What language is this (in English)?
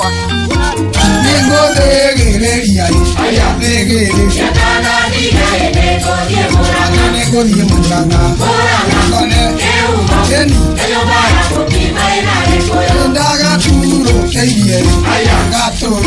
Kikuyu